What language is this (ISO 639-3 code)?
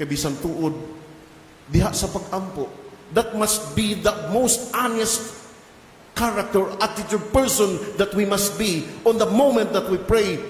ceb